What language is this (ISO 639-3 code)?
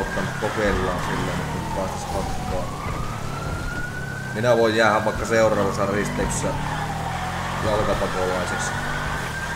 fin